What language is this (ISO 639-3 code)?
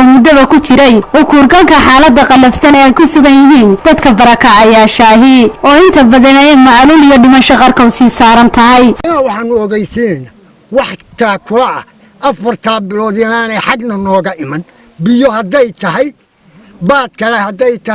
som